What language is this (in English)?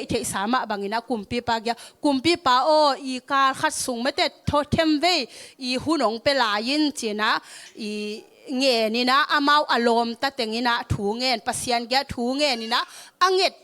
Tedim Chin